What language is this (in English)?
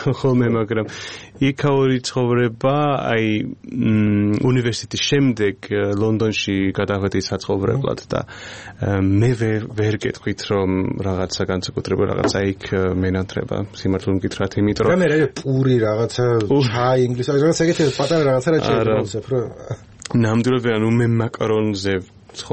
Georgian